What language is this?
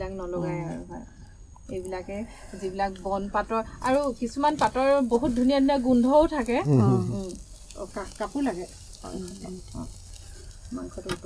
Assamese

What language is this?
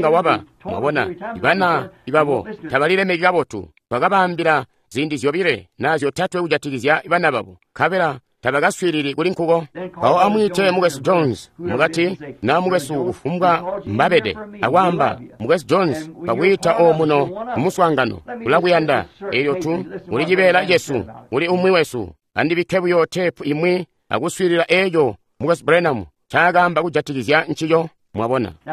Tonga (Zambia)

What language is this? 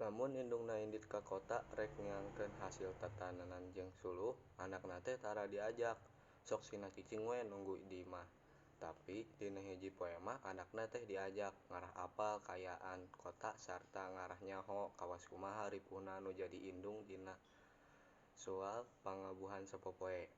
Sundanese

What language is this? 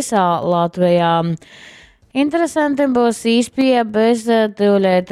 Latgalian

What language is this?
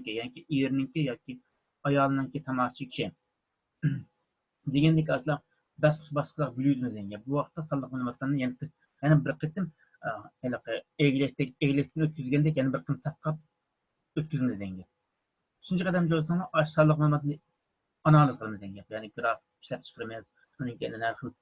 Uyghur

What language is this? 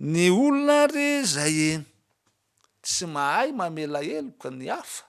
Malagasy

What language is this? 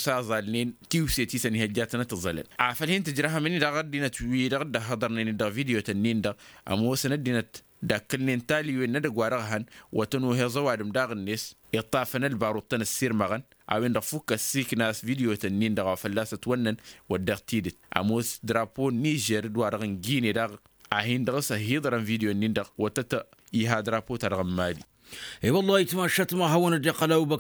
Tamasheq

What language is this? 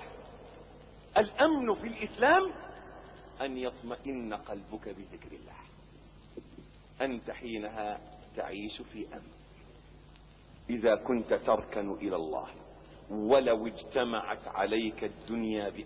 Arabic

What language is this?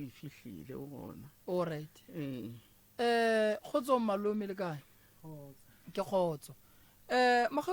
Northern Sotho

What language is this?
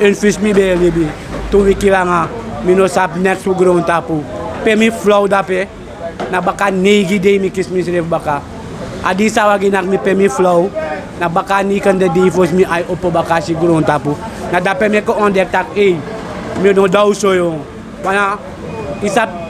Sranan Tongo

